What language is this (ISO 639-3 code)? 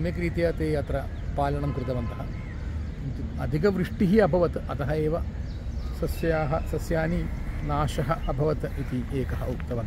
san